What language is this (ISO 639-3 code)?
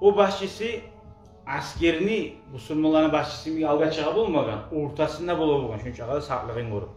kum